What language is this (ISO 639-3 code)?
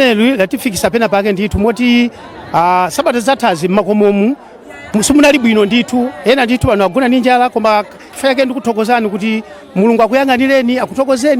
nya